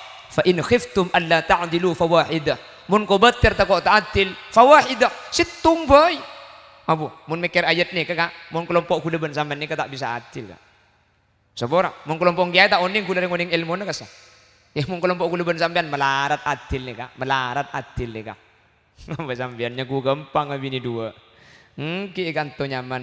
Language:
Madurese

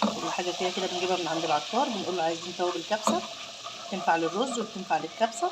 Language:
Egyptian Arabic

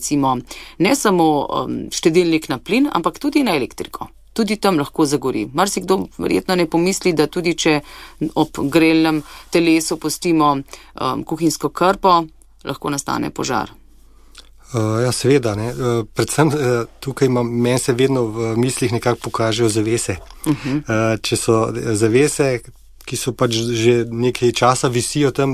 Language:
Slovenian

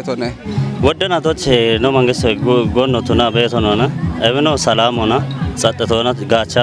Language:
Kafa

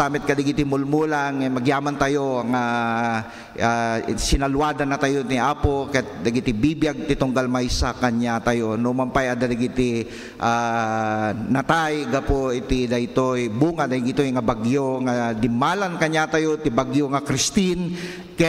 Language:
Iloko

